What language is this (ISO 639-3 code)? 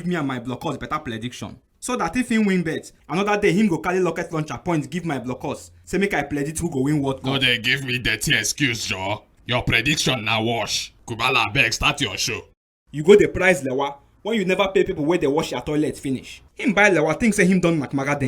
pcm